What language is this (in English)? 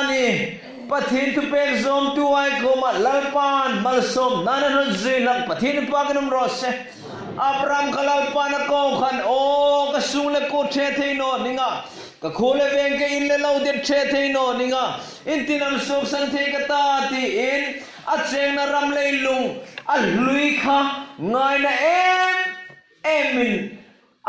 Hmar